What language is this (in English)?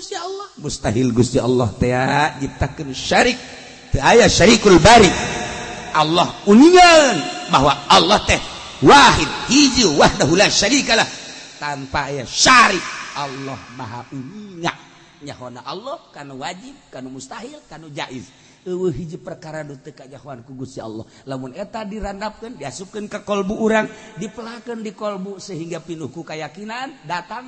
Sundanese